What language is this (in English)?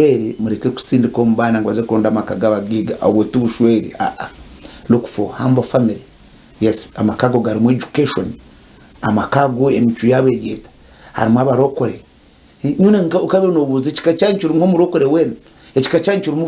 Nyankole